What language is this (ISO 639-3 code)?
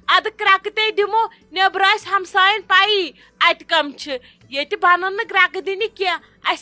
kas